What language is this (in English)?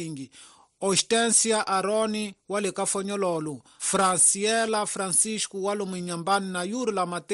Tsonga